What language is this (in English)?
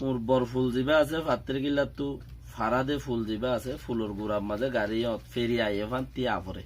Rohingya